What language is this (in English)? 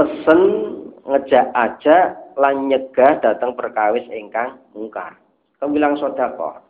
Javanese